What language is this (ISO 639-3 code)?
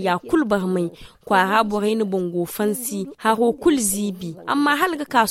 dje